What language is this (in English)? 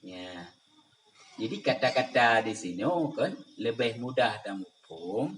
Achinese